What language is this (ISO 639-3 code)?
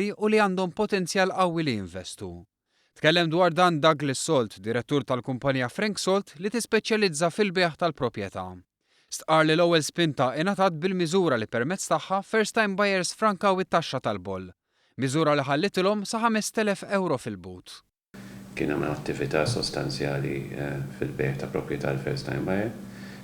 mlt